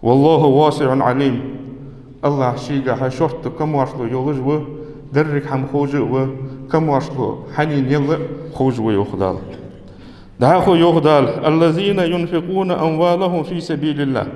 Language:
Ingush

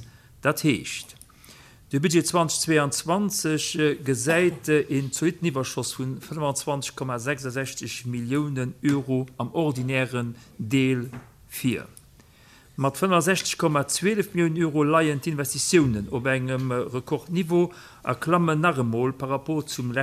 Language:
Luxembourgish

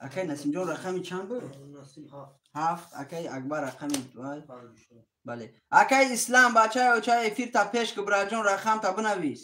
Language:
Tajik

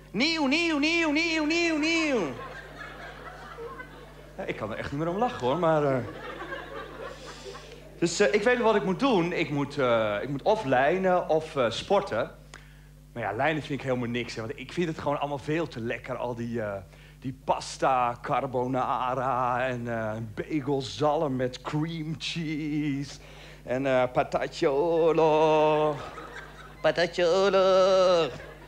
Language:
Dutch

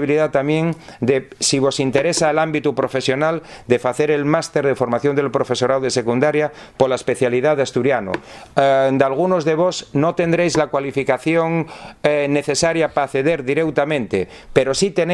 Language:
Asturian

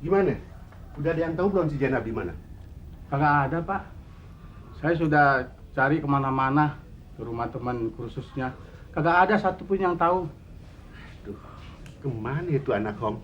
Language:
Betawi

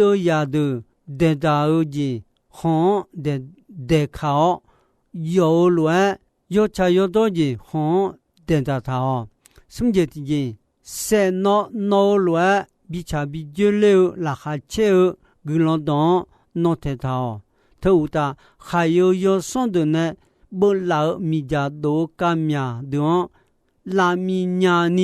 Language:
Akha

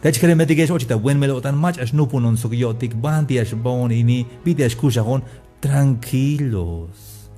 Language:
Tzeltal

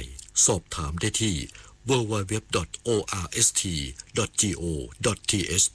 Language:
Thai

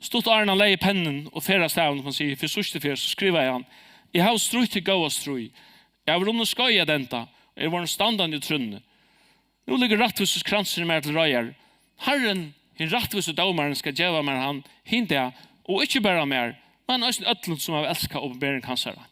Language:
Faroese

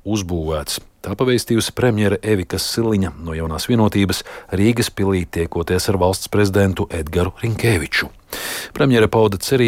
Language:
Latvian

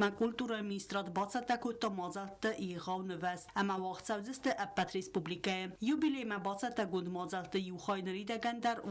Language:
Ossetic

